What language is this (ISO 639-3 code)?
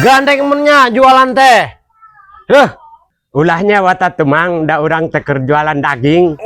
sun